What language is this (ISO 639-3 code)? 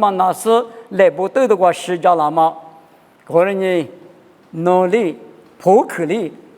lis